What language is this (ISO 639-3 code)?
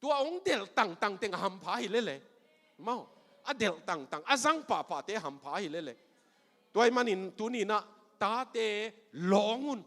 ctd